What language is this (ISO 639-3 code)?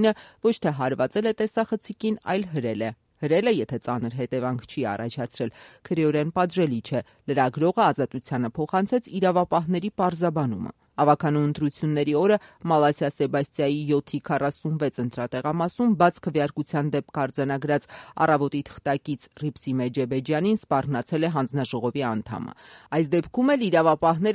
hye